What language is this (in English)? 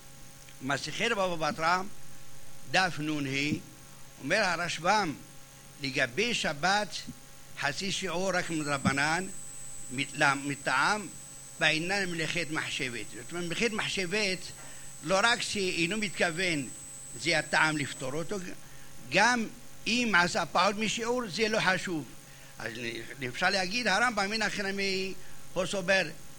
Hebrew